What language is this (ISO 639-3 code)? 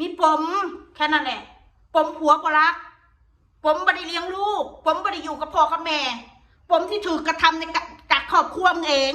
tts